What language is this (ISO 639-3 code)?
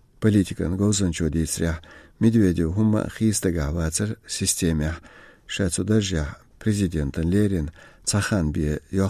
che